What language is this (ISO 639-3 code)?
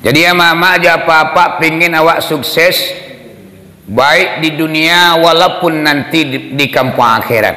min